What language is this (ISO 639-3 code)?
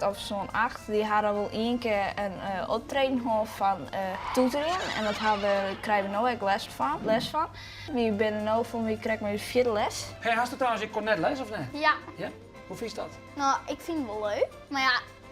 fry